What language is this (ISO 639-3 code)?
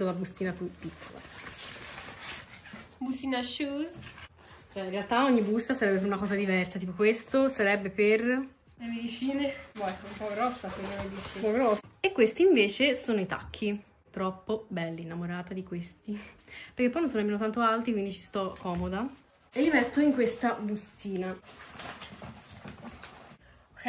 ita